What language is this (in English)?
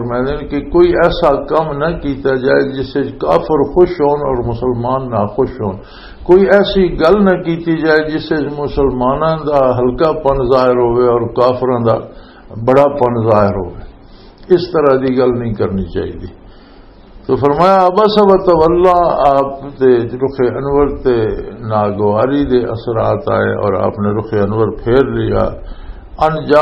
Western Panjabi